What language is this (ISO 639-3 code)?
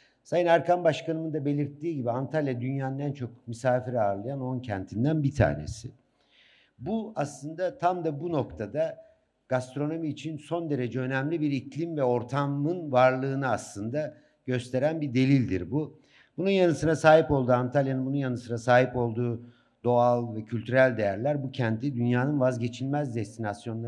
tur